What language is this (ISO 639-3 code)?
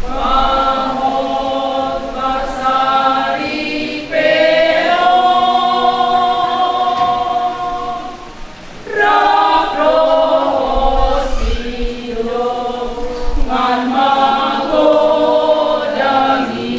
bbc